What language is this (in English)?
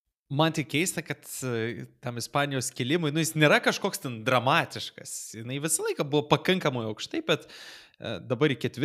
Lithuanian